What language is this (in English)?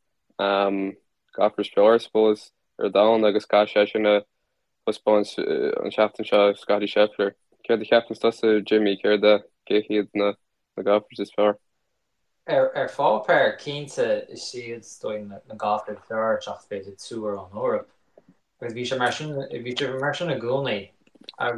Irish